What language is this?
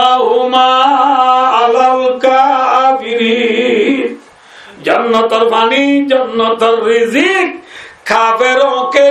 Rohingya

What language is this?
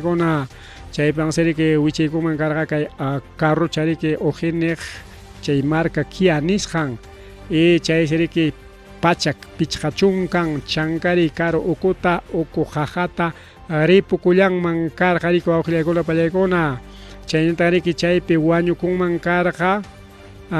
Ayacucho Quechua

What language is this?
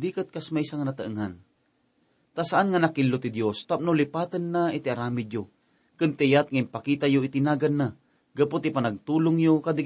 Iloko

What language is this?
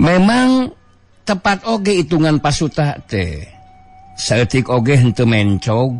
Sundanese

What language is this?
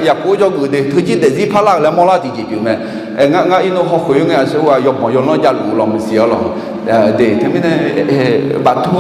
Akha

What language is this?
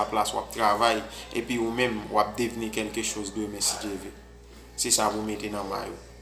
Haitian Creole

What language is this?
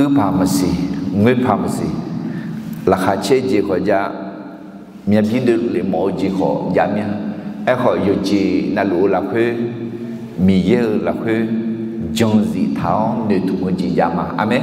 Akha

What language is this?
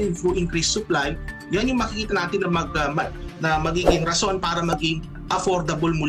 Filipino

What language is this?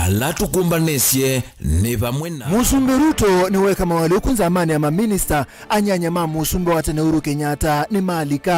Kamba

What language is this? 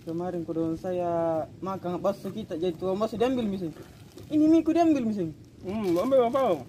Makassar Malay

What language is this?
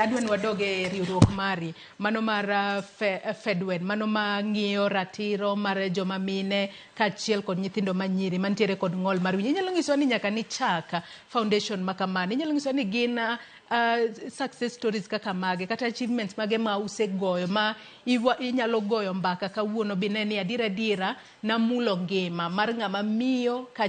Luo (Kenya and Tanzania)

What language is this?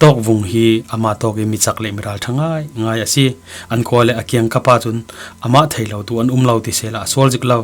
Falam Chin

